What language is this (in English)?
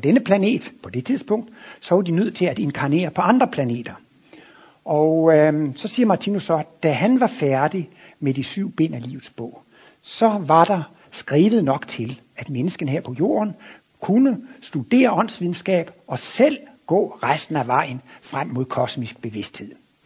Danish